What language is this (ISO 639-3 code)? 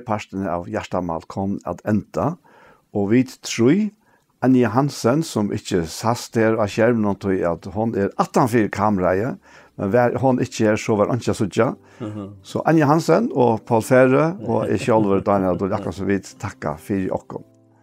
fao